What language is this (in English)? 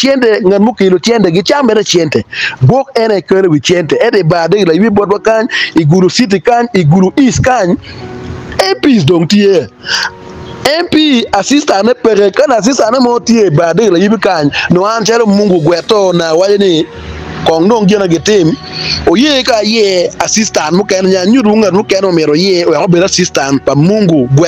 Acoli